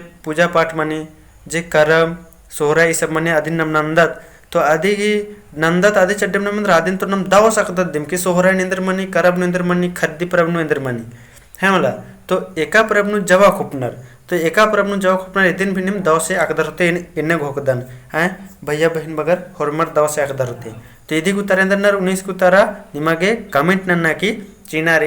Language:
Kurukh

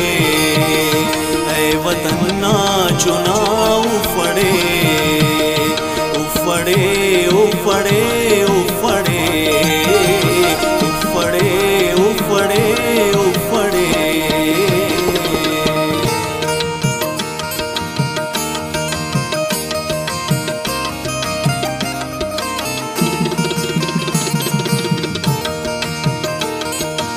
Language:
Brahui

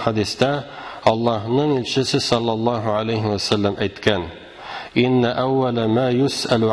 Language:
Tatar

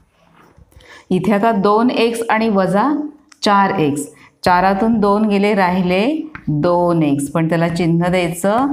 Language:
Marathi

